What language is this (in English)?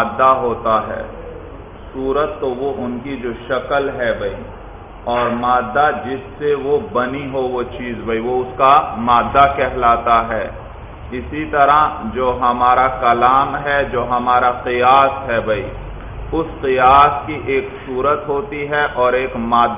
Urdu